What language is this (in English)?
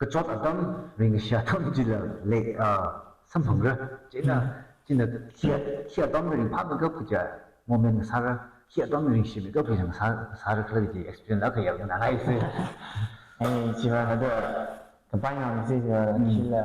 Tangkhul Naga (India)